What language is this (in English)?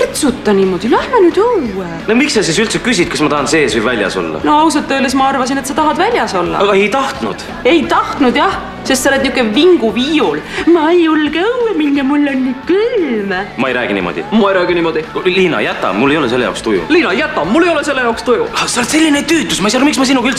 Estonian